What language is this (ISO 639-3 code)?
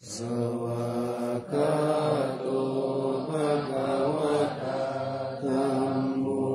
pli